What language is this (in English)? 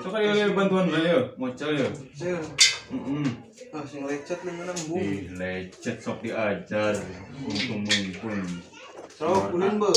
Sundanese